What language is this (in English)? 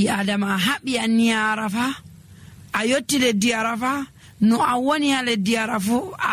Nigerian Fulfulde